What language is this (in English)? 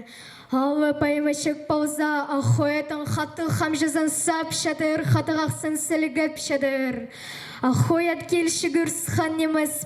Khakas